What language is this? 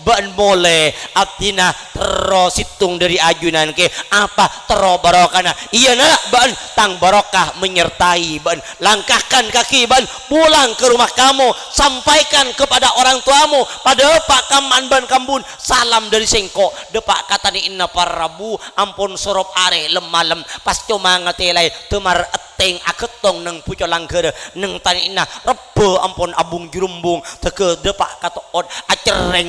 Madurese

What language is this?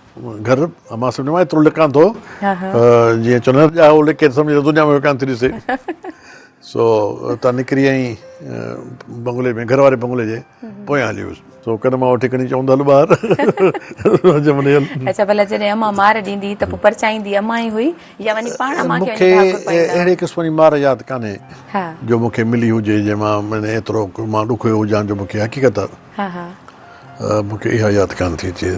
Sindhi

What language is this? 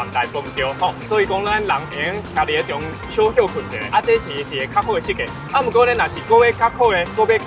Min Nan Chinese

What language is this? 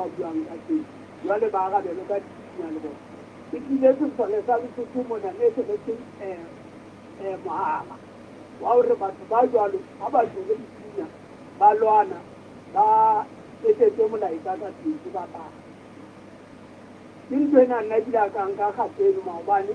Southern Sotho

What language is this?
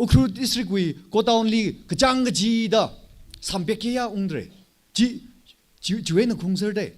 Tangkhul Naga (India)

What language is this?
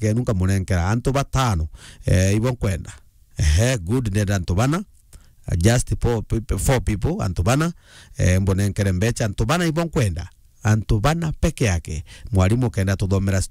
Meru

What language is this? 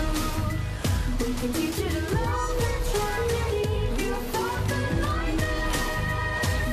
English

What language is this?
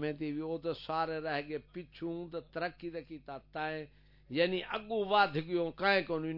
Saraiki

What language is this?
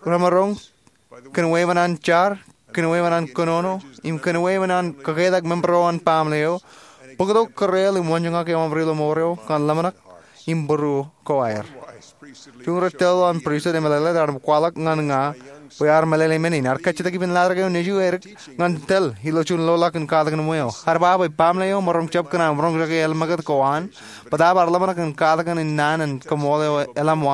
Marshallese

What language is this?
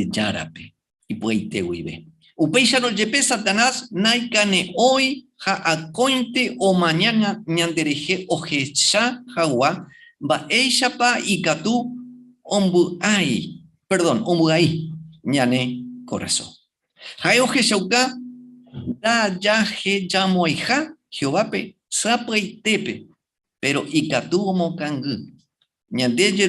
Guarani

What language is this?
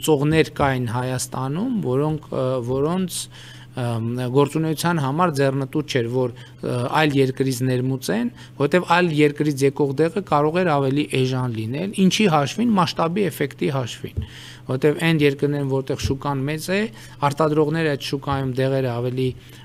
Armenian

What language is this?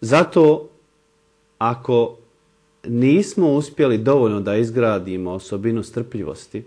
Bosnian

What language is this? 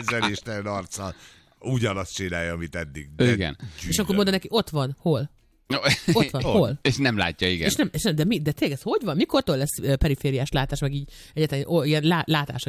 Hungarian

